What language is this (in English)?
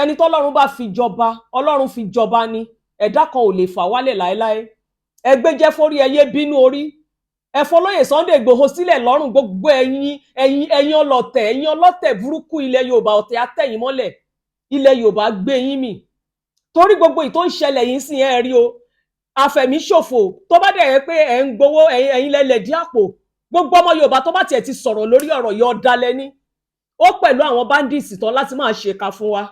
Yoruba